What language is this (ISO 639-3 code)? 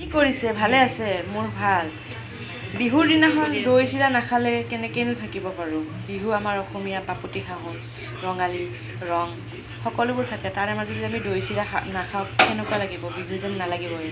asm